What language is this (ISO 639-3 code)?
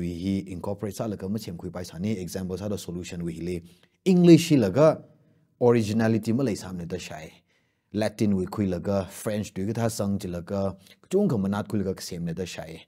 nmf